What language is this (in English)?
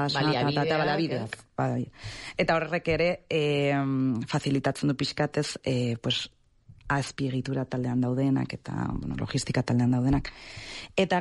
Basque